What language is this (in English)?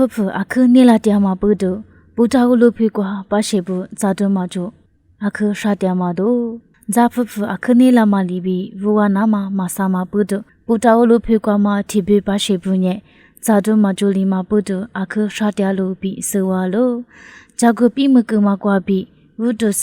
Lisu